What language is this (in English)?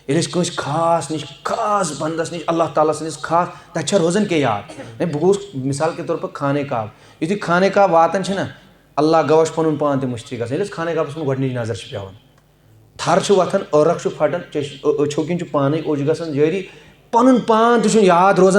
Kashmiri